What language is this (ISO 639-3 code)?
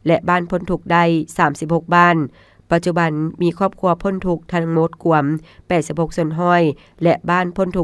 lao